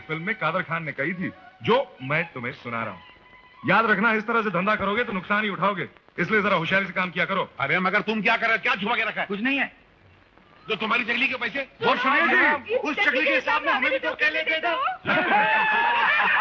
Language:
Hindi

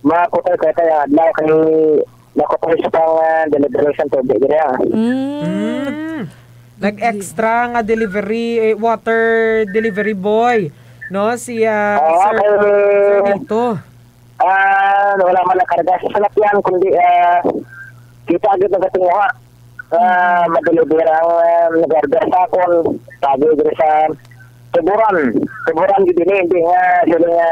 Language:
Hiligaynon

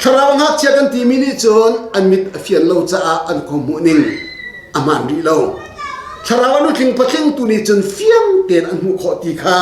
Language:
Hakha Chin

